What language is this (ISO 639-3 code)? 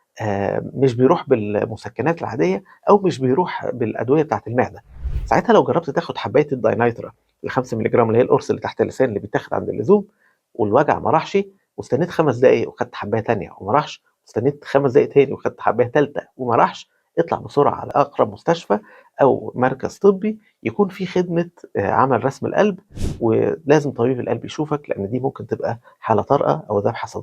arz